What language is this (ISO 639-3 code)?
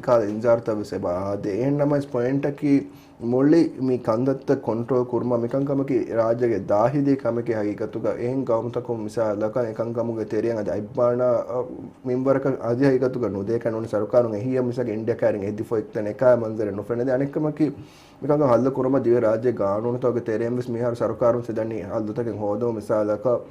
div